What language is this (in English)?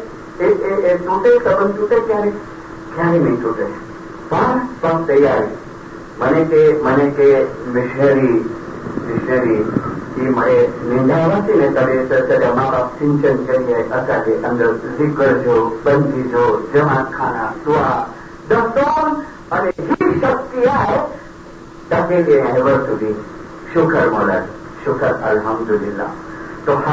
Gujarati